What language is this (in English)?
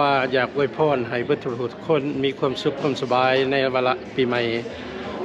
Lao